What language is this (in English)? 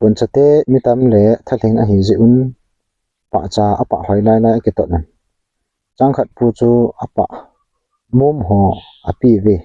Thado Chin